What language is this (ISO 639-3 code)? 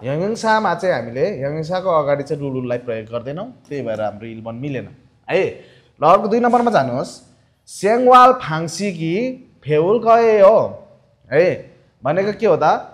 nep